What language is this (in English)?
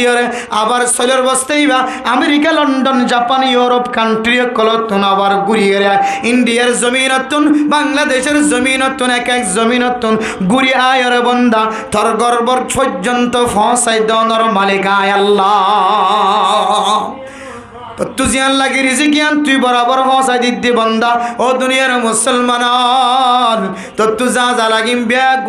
Rohingya